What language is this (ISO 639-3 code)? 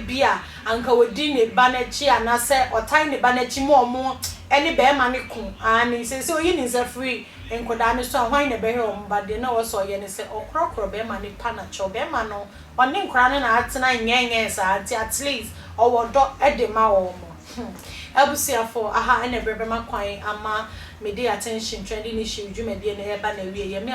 aka